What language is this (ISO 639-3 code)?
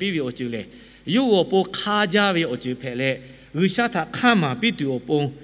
lhu